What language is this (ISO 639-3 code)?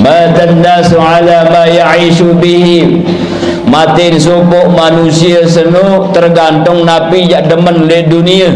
sas